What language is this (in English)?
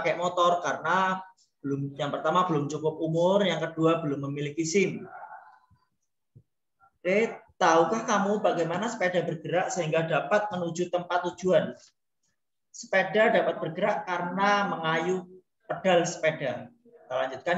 Indonesian